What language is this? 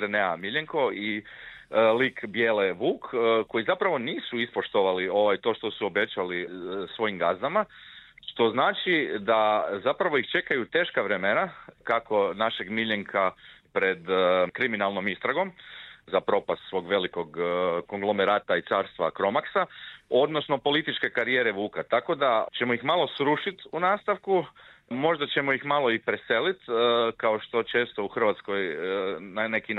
Croatian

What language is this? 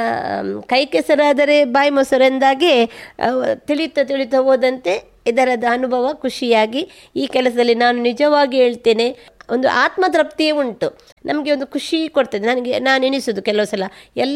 Kannada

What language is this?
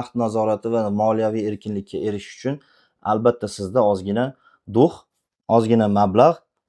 Uzbek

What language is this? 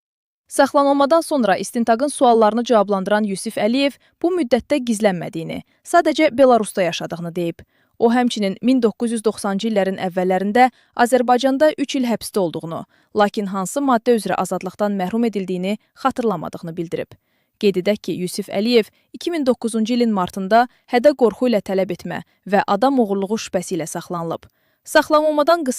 Azerbaijani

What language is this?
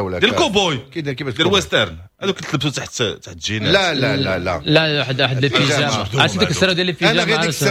Moroccan Arabic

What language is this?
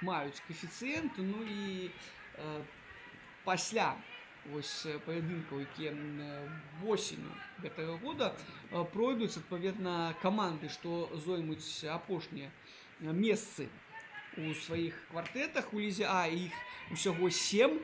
Belarusian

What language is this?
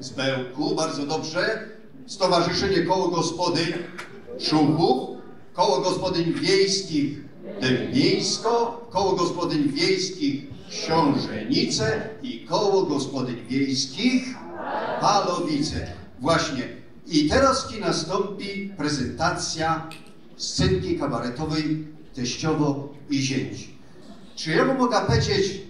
Silesian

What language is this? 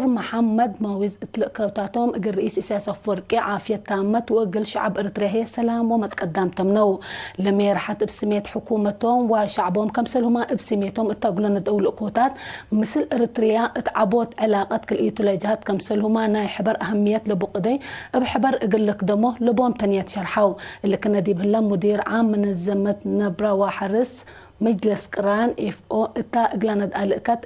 Tigre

